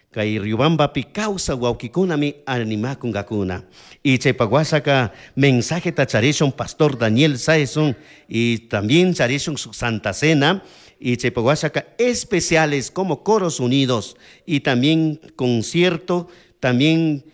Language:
Chimborazo Highland Quichua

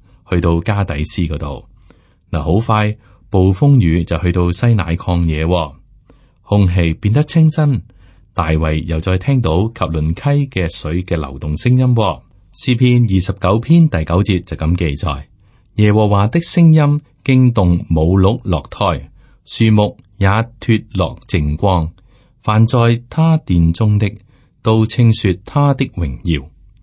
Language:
Cantonese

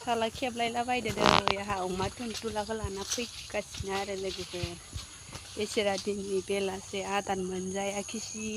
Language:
Bodo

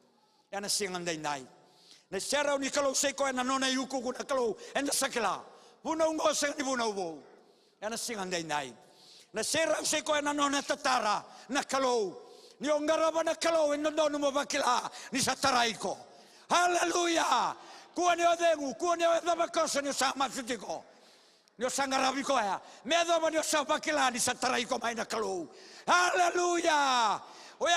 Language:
Fijian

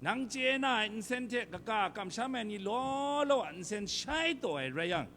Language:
Kachin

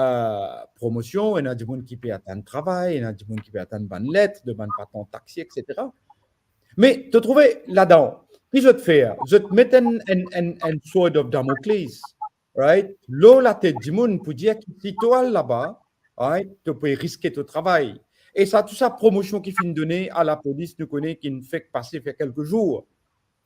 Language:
Morisyen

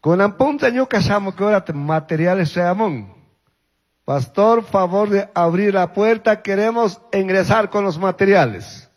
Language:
Chimborazo Highland Quichua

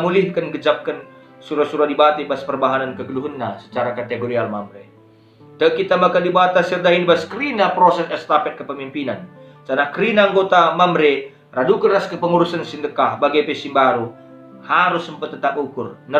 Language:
Batak Karo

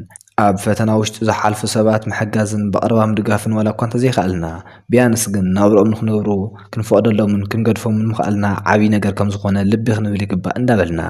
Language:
Tigrinya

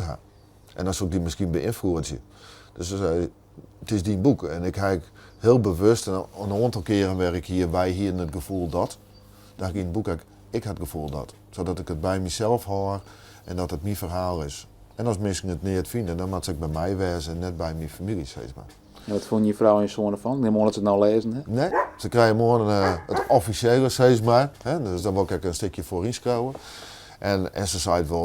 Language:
Western Frisian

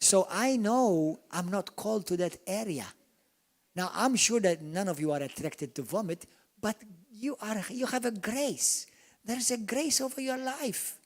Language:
English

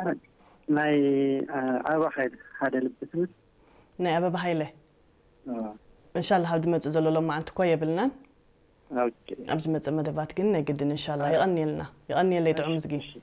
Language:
Tigrinya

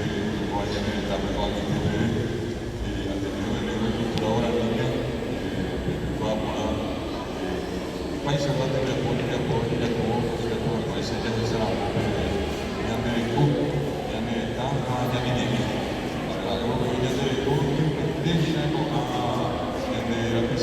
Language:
Guarani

